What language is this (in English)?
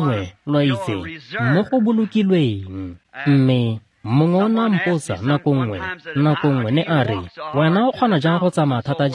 Tswana